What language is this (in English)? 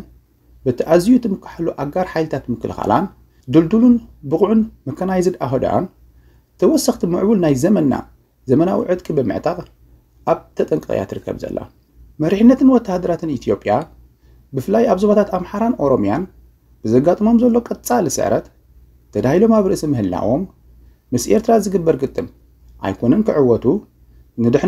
Tigrinya